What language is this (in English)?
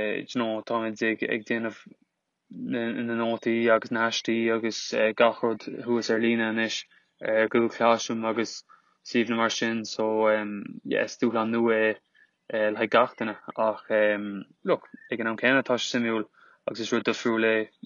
Irish